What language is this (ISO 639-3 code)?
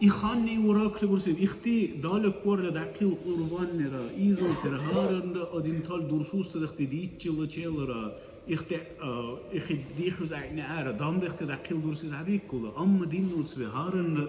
dar